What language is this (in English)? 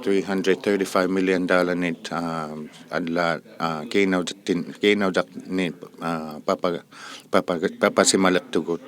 Inuktitut